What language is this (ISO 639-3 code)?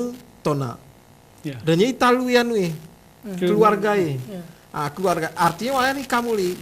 gay